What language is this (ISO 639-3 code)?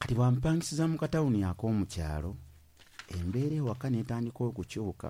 lug